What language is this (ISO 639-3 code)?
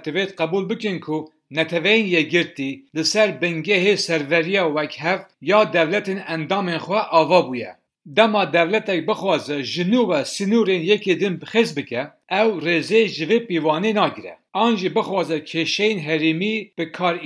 kur